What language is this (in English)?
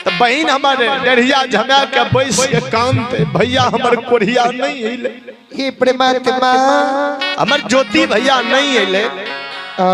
Maithili